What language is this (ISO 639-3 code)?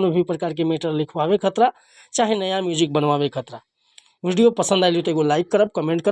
bho